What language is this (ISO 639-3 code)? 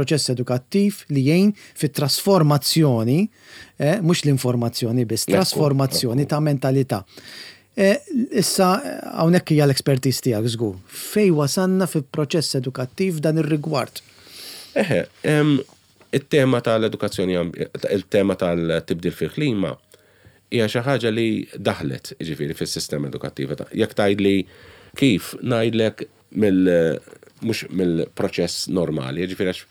mlt